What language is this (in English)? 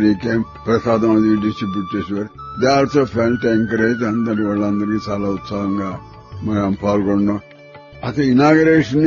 Telugu